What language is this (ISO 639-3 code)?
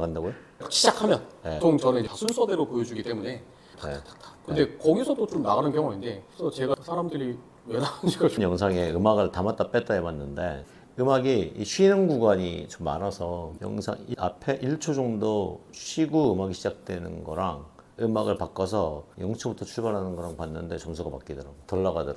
kor